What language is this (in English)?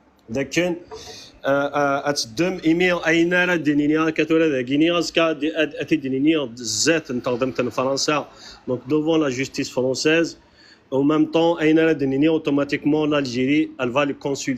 Kabyle